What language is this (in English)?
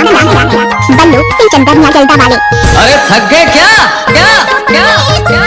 Chhattisgarhi